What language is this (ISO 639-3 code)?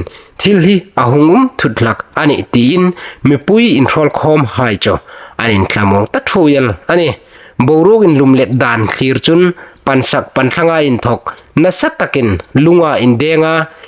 hmr